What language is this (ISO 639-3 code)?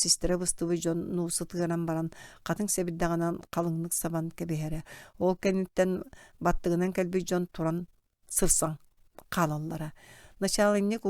sah